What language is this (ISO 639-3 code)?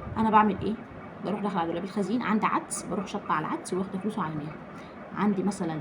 arz